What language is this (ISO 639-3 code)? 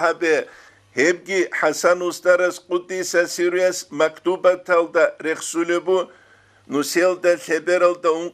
ava